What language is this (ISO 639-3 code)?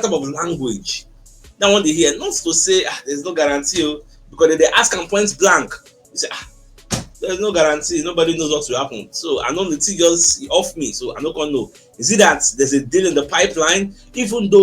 pcm